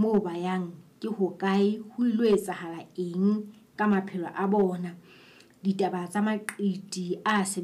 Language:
Southern Sotho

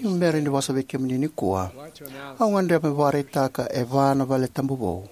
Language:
Fijian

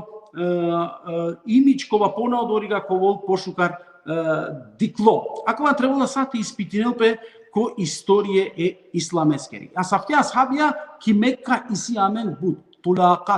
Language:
Balkan Romani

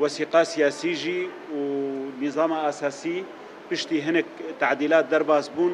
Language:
Kurdish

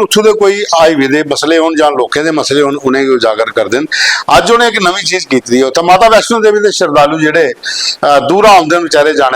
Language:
Dogri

